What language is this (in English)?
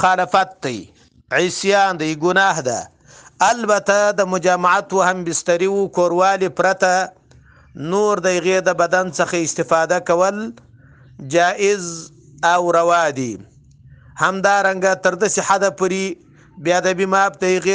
Pashto